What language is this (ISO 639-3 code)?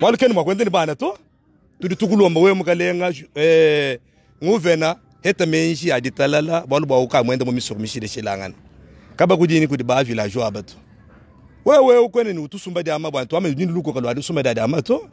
lua